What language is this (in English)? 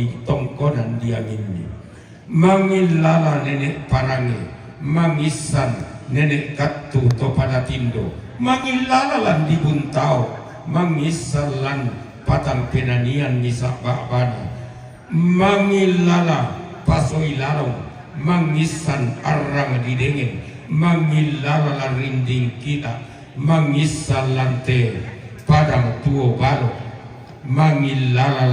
Toraja-Sa'dan